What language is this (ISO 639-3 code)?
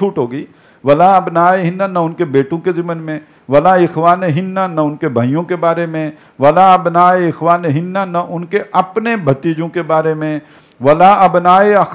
urd